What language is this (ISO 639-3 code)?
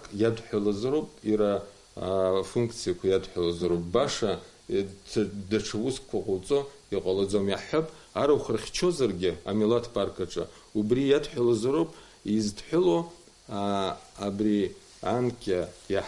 abk